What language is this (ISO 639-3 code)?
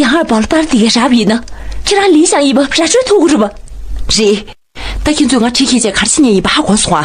bod